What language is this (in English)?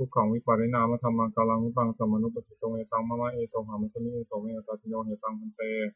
Pali